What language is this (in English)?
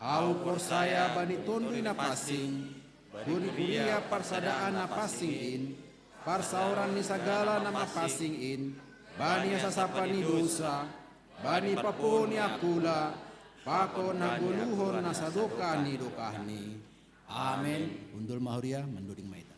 Batak Simalungun